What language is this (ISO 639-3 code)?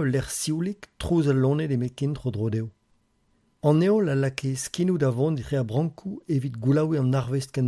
bre